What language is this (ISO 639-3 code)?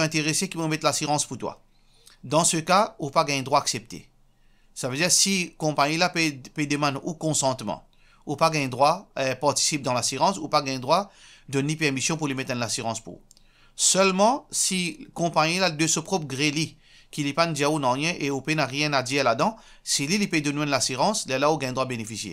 mfe